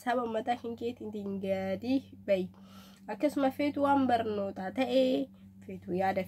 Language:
Oromo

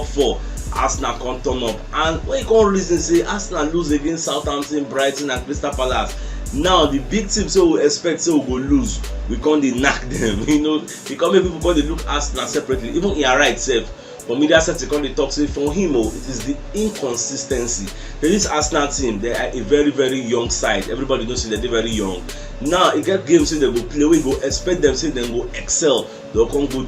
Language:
Nigerian Pidgin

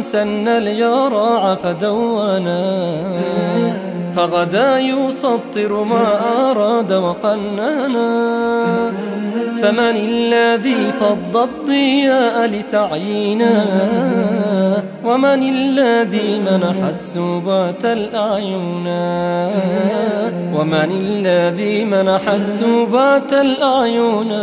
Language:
Arabic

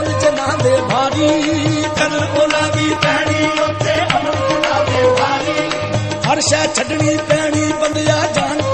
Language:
Punjabi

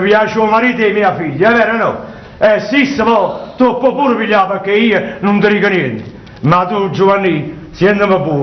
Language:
Neapolitan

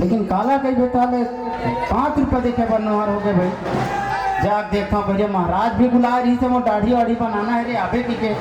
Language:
Chhattisgarhi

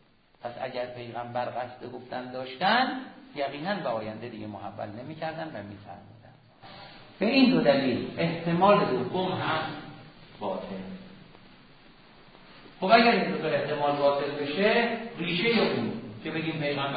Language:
Persian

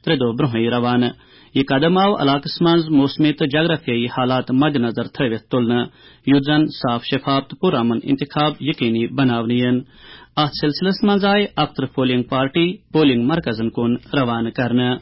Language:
Kashmiri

